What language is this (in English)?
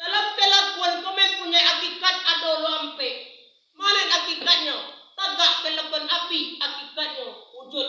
Minangkabau